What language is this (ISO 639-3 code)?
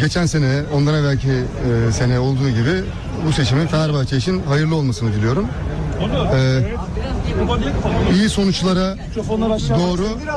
tur